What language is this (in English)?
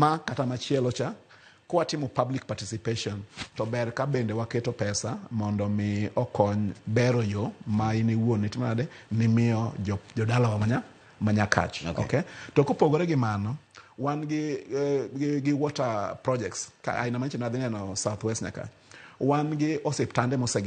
Luo (Kenya and Tanzania)